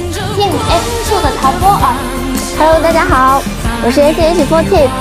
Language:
Chinese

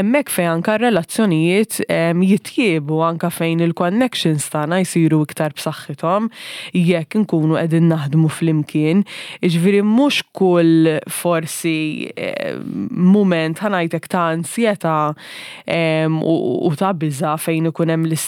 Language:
Maltese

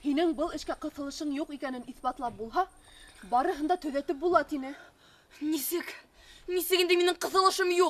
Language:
Bashkir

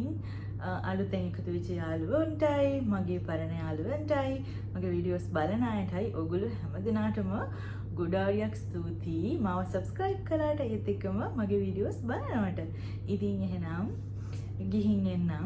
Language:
Sinhala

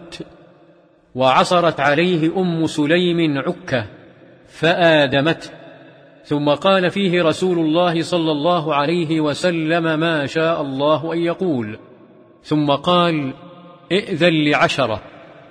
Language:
Arabic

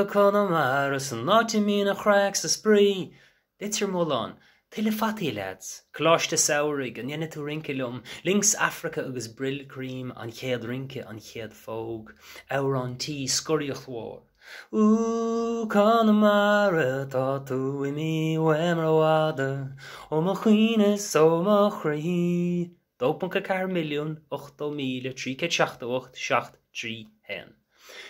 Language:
Irish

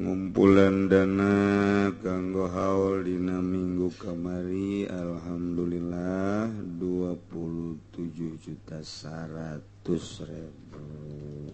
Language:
Sundanese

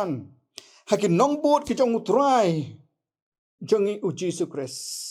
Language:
Khasi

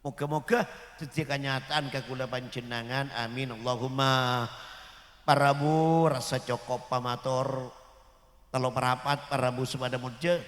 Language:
Madurese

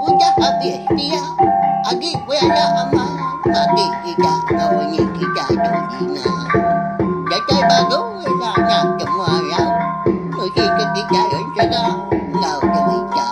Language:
Iban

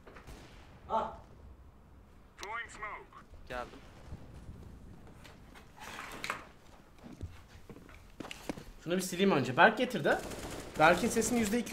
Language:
Turkish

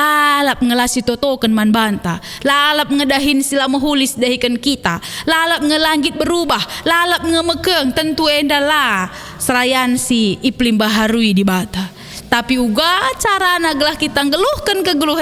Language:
Batak Karo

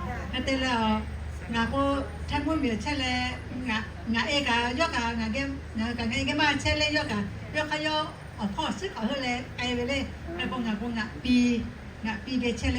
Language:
Lahu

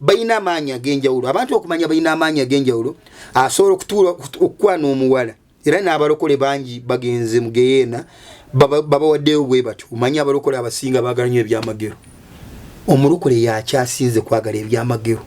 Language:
Ganda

